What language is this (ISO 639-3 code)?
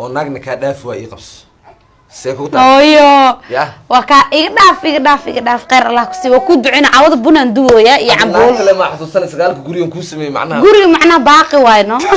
som